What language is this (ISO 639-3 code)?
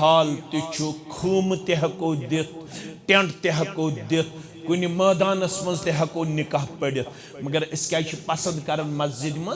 kas